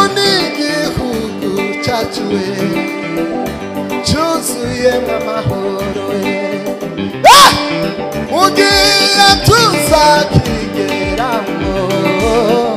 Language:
Kinyarwanda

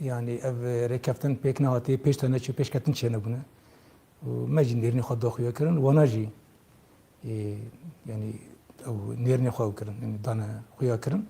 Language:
Kurdish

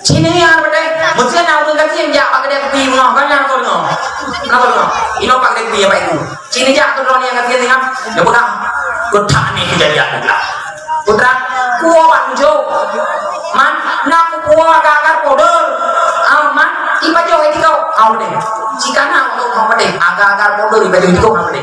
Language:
Achinese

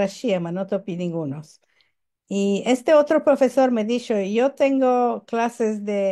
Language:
Ladino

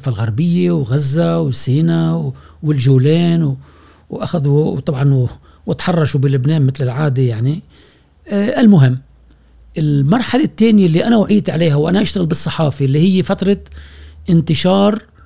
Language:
Gulf Arabic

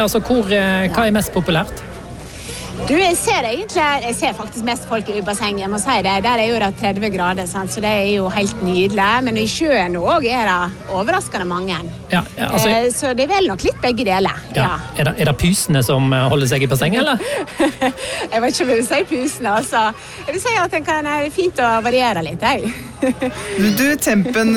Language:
Norwegian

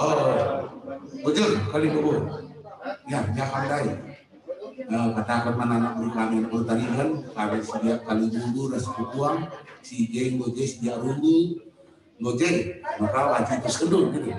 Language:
Batak Karo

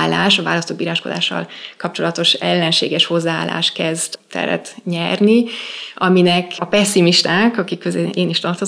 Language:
Hungarian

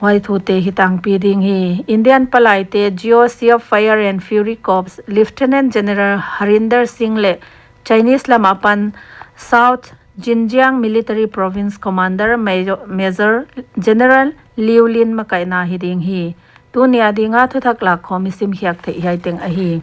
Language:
Paite Chin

